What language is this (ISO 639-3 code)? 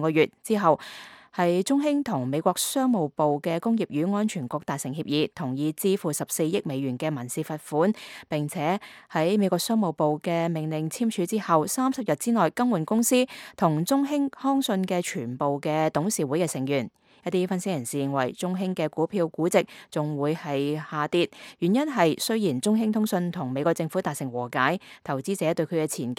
yue